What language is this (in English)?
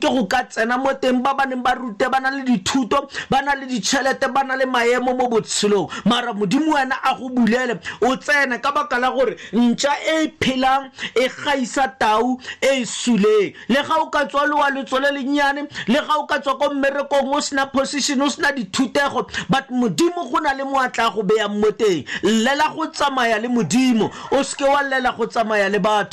Tswana